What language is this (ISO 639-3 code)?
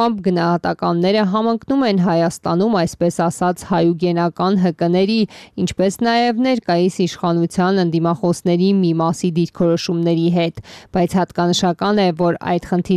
hye